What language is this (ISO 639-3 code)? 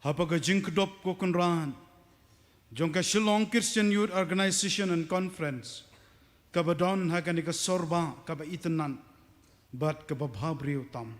kha